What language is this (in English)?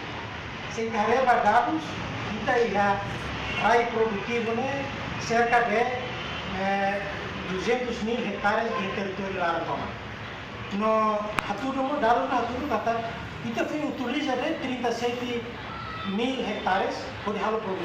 Tetum